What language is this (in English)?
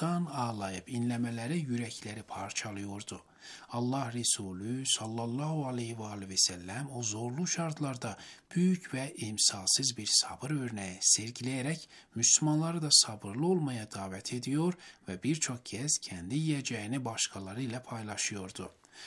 Turkish